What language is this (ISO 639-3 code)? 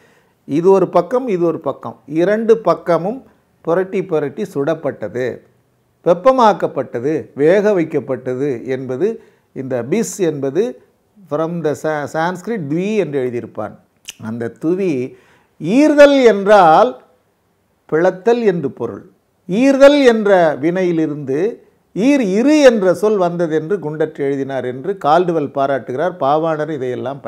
tam